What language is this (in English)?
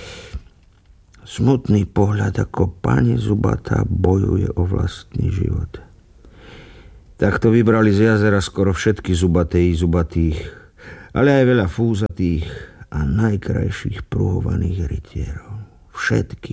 Slovak